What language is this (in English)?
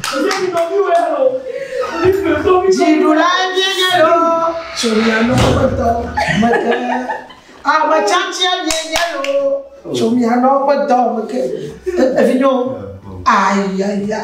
Ewe